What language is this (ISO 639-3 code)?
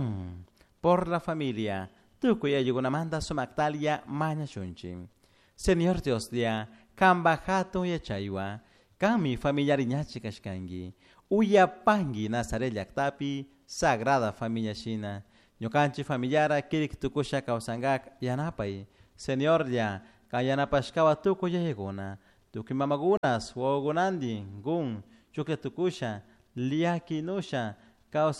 qug